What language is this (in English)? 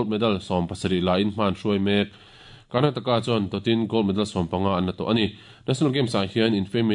Mizo